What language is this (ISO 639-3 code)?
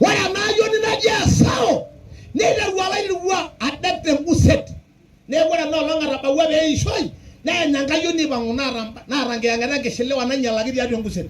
mas